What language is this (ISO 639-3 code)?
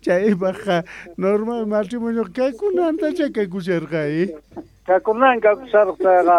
que